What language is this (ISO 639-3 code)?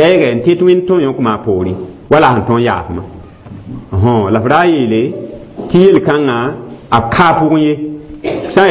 mos